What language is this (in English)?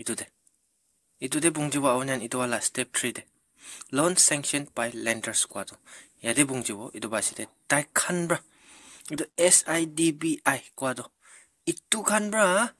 Naga Pidgin